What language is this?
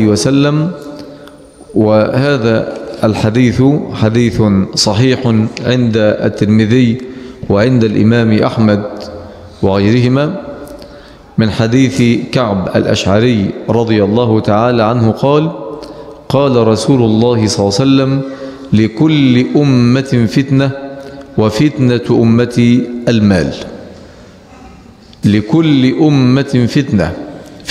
Arabic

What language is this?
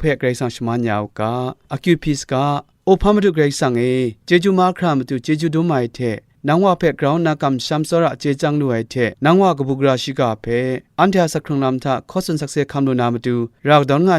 Kachin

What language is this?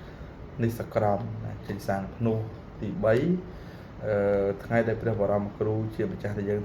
Khmer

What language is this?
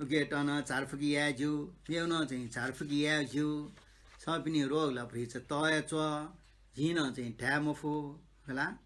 Newari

